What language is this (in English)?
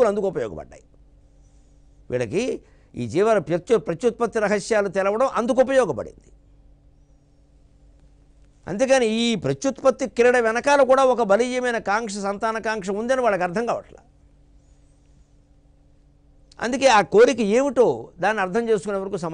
Telugu